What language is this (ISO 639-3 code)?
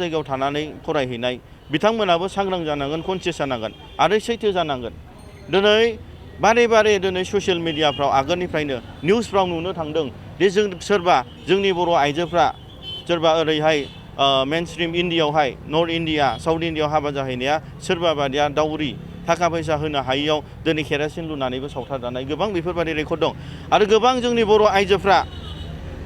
brx